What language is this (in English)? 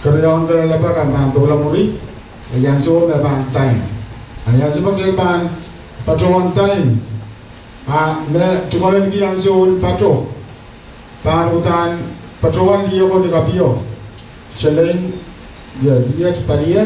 Pohnpeian